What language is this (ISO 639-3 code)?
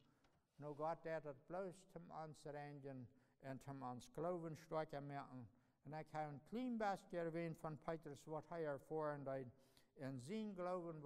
pdt